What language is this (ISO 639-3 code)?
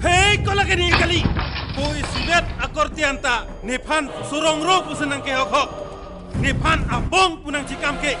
mjw